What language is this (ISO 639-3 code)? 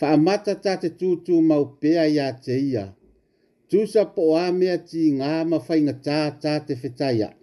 smo